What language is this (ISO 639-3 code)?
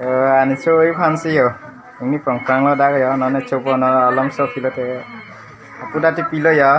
mjw